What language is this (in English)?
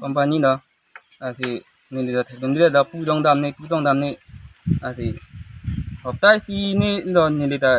Karbi